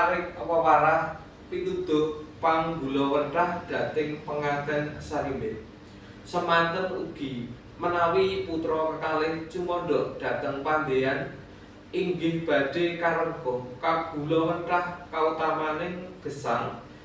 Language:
Javanese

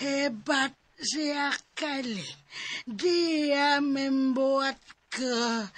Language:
Cebuano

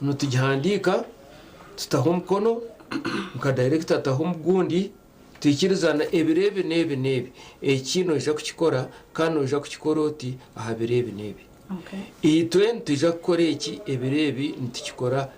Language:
Nyankole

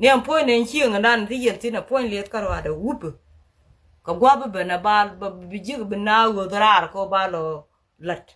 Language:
Nuer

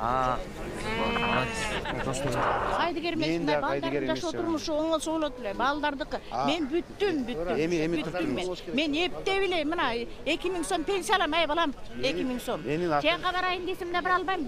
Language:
Kyrgyz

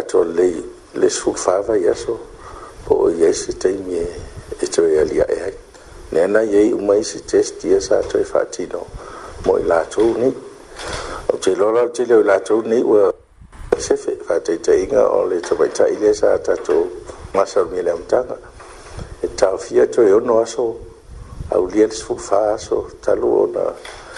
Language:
Samoan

